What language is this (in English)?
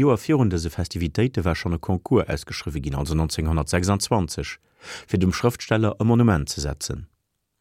Luxembourgish